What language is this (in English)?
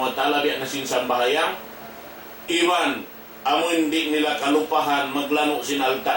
Tausug